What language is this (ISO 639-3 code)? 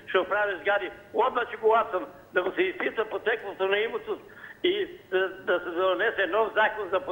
mkd